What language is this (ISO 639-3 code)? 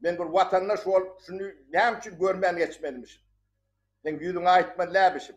tuk